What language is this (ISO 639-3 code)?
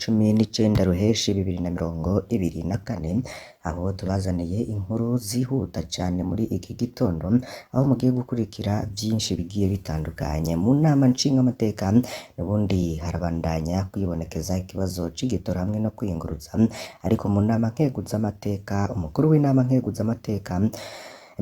run